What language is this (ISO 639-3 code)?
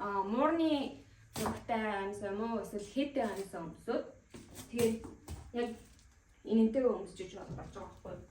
mon